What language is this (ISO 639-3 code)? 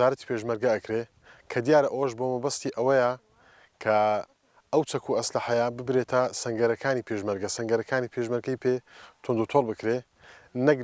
ckb